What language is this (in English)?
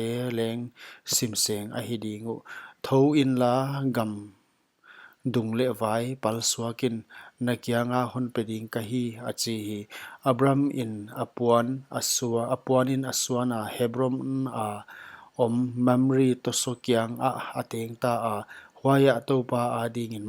Paite Chin